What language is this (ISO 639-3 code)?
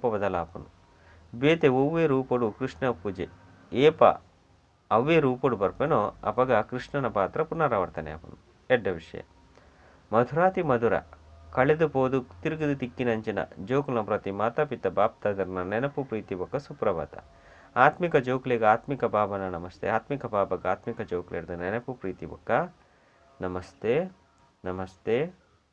tcy